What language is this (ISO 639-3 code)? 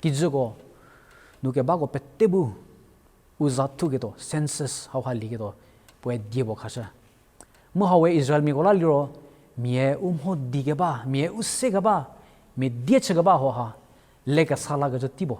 njm